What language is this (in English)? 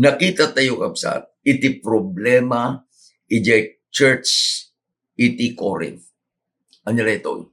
Iloko